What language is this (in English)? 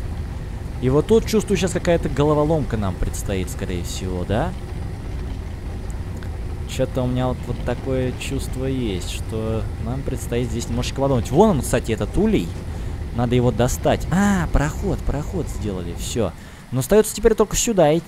Russian